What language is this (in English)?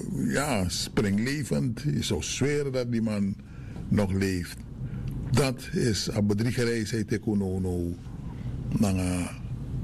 Dutch